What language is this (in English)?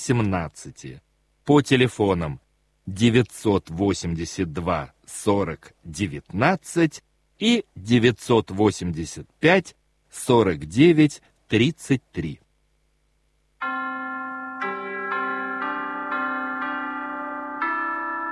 Russian